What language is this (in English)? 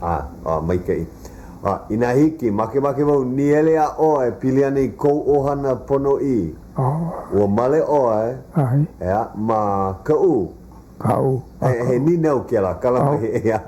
Hawaiian